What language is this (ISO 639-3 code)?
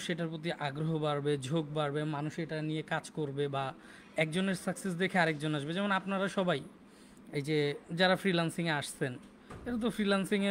ben